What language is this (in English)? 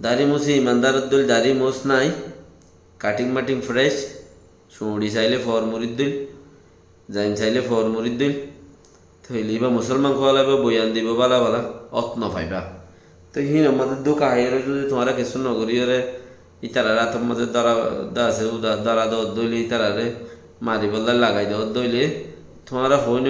Rohingya